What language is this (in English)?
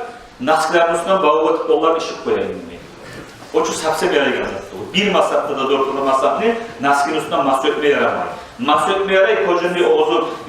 Kumyk